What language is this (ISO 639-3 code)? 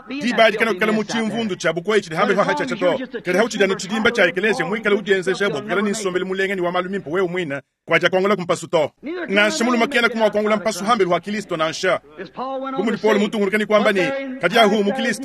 lua